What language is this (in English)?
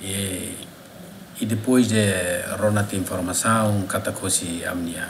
Tetum